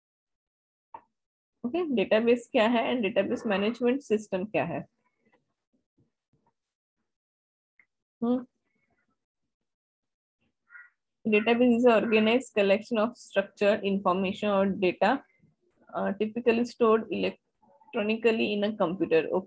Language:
English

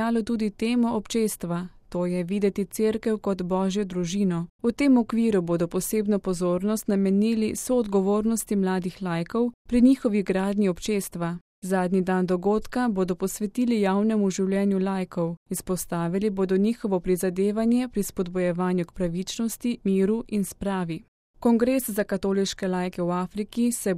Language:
Slovenian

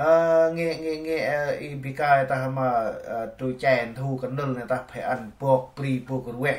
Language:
Central Mnong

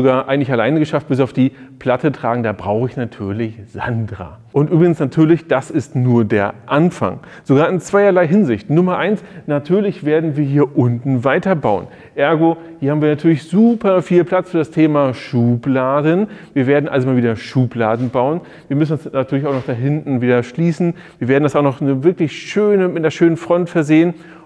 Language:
German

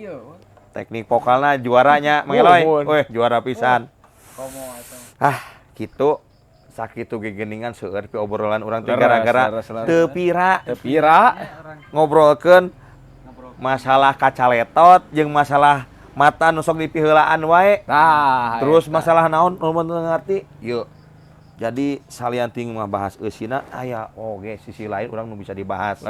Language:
Sundanese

